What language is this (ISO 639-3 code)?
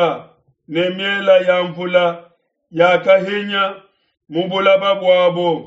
lua